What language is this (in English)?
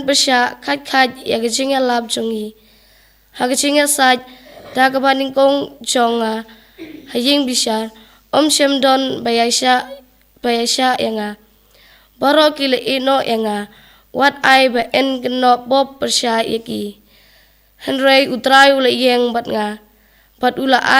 Khasi